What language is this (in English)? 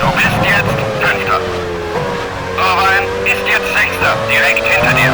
Bavarian